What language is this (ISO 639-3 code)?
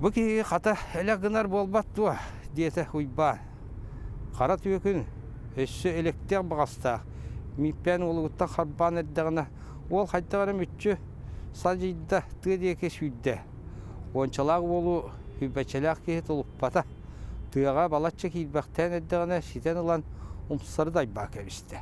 sah